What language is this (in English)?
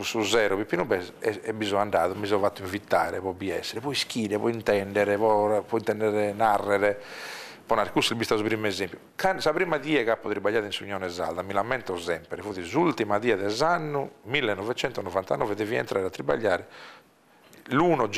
Sardinian